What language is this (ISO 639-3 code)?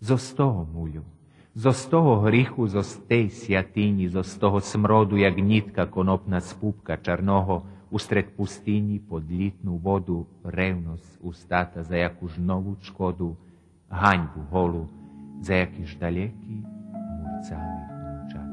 rue